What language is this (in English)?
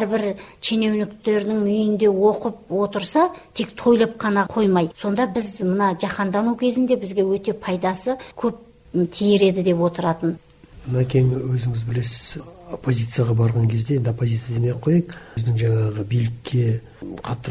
Kazakh